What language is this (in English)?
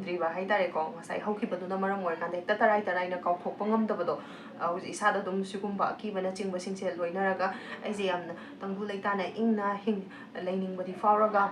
Manipuri